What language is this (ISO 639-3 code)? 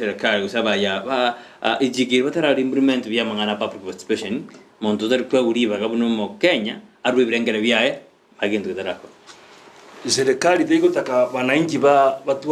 guz